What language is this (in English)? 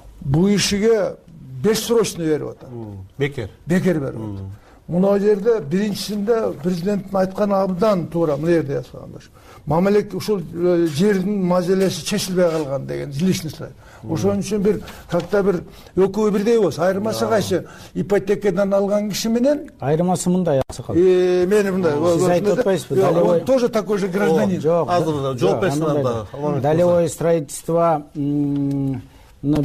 Kyrgyz